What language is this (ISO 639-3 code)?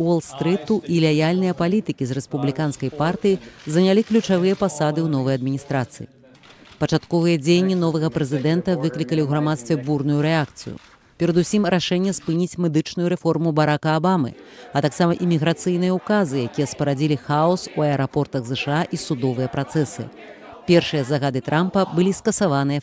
bel